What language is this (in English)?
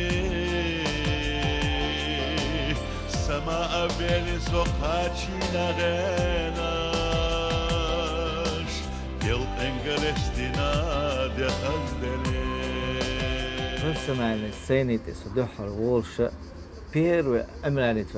Chechen